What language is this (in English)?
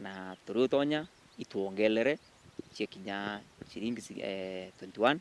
Meru